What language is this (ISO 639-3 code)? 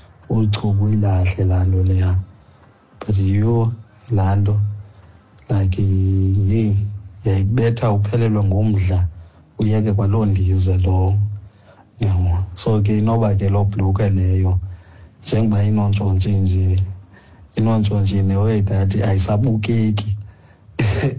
xho